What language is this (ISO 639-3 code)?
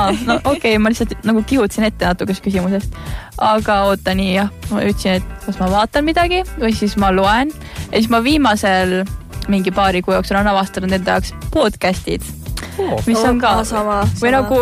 est